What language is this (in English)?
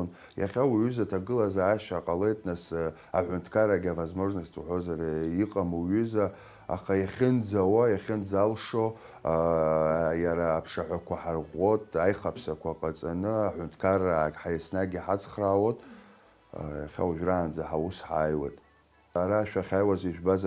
Abkhazian